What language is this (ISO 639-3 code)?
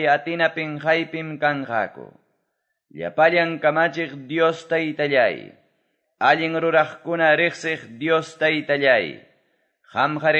que